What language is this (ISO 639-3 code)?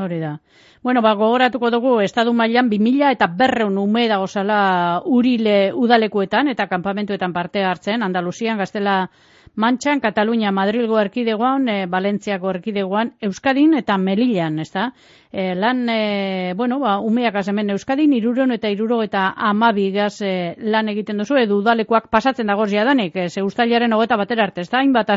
eus